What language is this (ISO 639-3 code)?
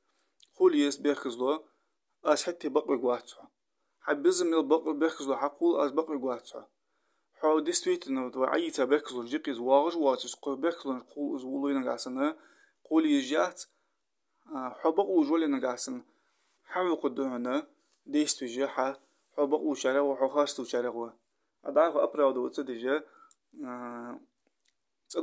inh